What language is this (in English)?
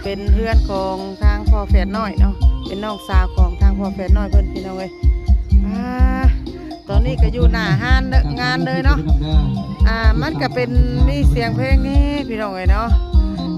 Lao